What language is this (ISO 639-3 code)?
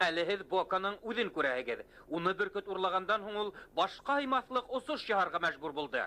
bak